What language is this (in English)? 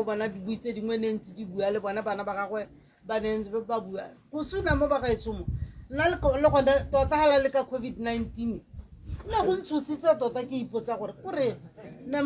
Tswana